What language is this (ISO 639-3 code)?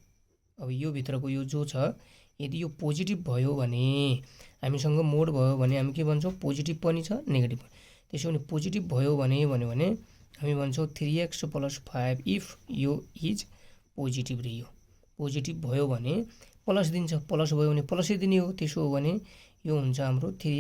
nep